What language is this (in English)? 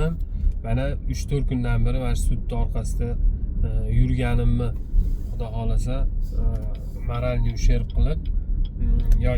Uzbek